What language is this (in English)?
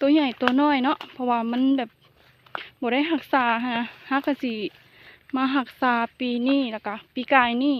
Lao